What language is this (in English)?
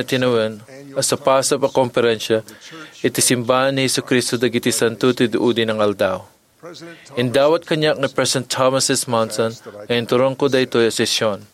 Iloko